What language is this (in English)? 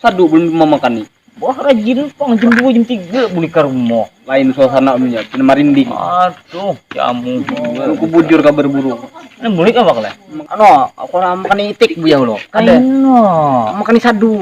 Banjar